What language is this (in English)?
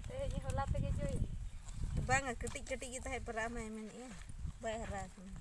Santali